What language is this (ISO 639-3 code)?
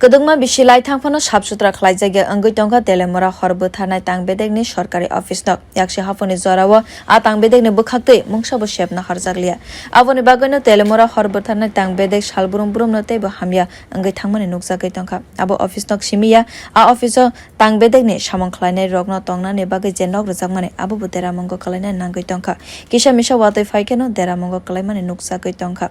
trp